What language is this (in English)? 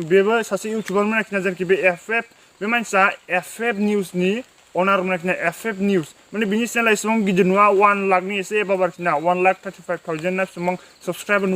Bodo